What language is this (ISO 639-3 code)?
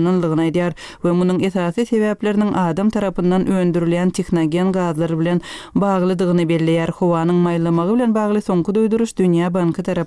tuk